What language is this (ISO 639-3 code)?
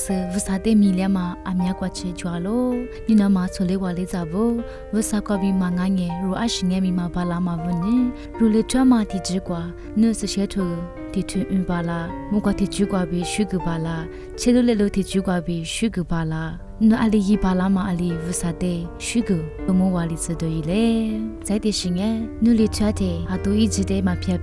lis